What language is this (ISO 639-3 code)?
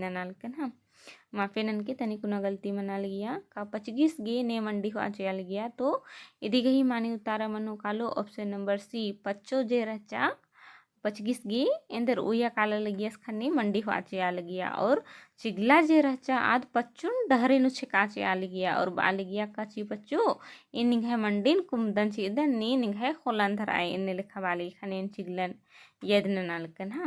kru